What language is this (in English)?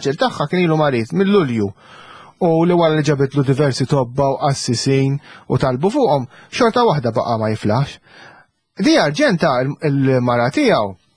Maltese